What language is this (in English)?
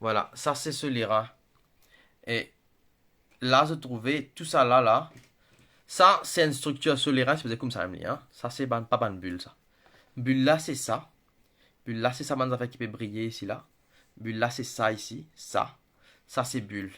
Morisyen